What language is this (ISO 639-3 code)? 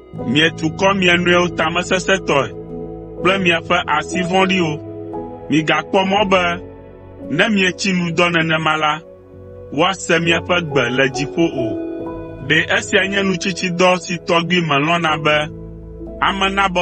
ewe